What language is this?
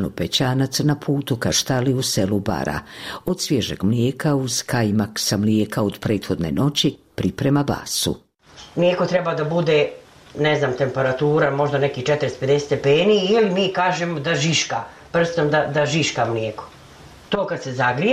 Bosnian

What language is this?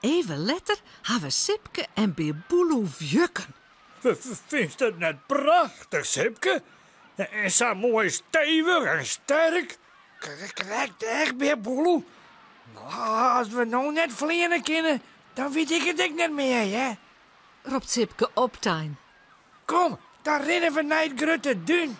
Western Frisian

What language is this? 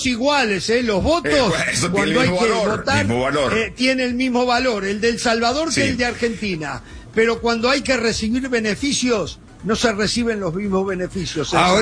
Spanish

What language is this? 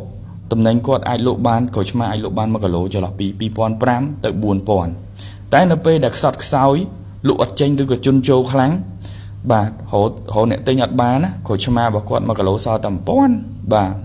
Khmer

